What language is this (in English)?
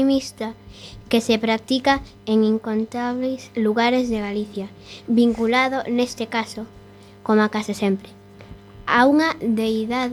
Galician